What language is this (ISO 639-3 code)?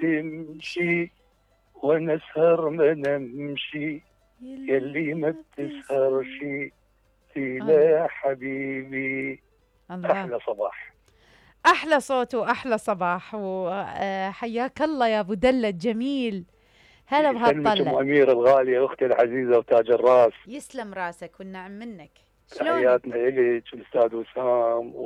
acm